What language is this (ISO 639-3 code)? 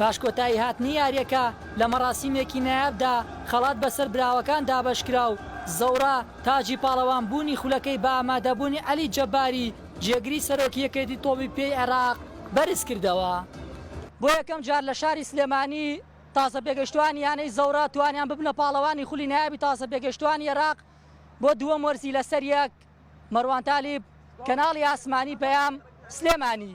ckb